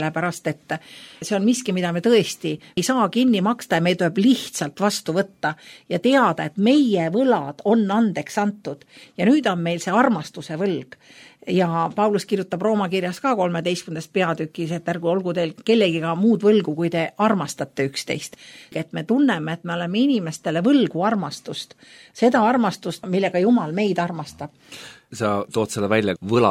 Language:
Estonian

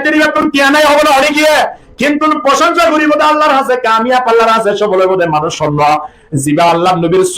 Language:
Rohingya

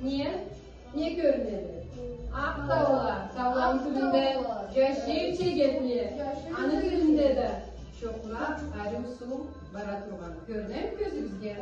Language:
Karachay-Balkar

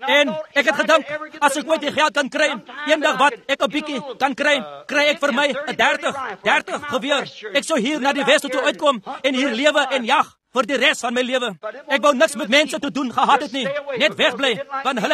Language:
Afrikaans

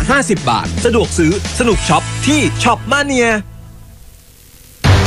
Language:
Thai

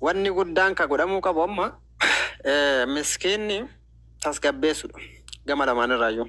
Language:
Oromo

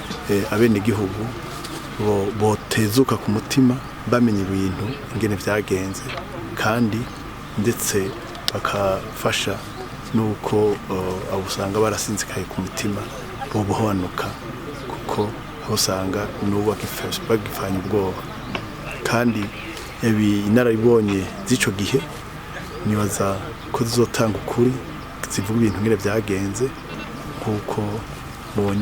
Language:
Rundi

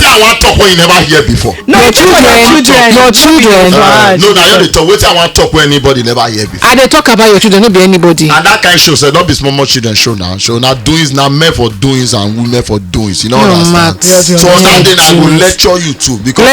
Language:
Nigerian Pidgin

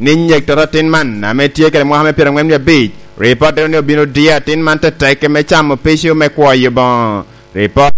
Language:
Lango (Uganda)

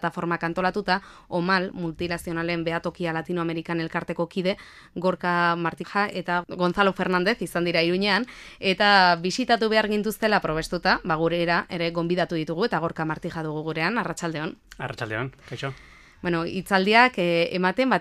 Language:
Basque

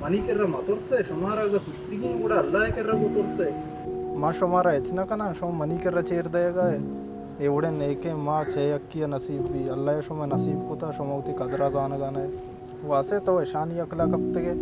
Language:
Baluchi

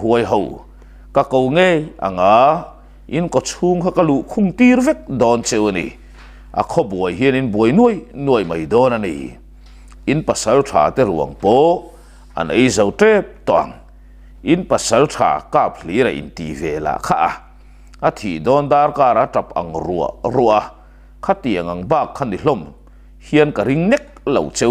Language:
Mizo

